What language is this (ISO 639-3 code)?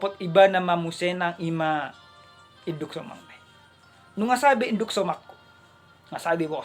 bbc